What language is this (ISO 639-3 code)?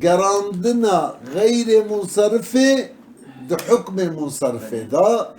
kur